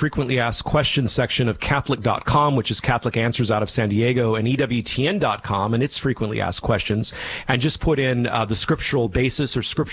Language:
English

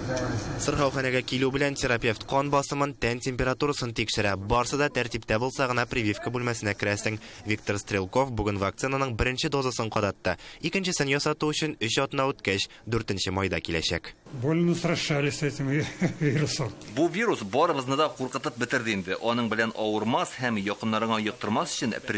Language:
Tatar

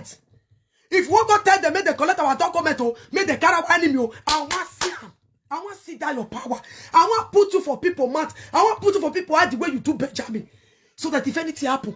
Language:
Nigerian Pidgin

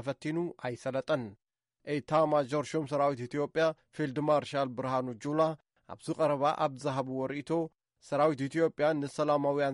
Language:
Tigrinya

